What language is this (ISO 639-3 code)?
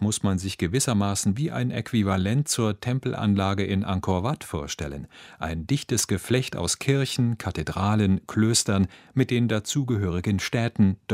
deu